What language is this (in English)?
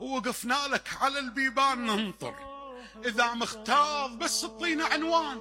Mesopotamian Arabic